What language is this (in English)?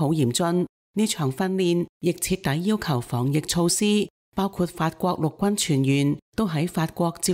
Cantonese